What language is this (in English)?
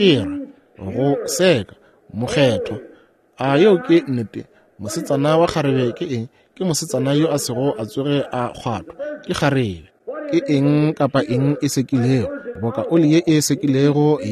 Northern Sotho